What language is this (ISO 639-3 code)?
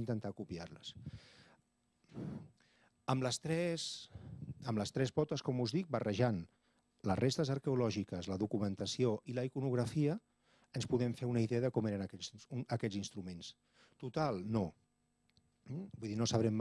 cat